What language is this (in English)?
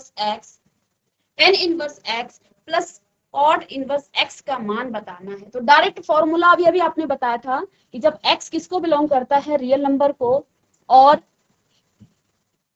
Hindi